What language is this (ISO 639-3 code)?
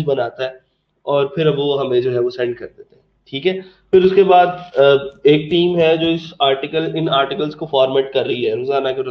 hin